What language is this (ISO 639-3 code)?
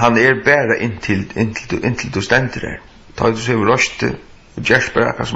fao